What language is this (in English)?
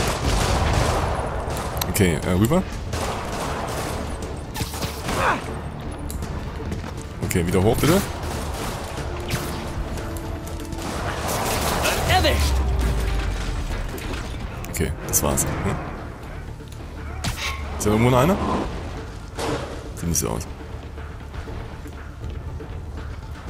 German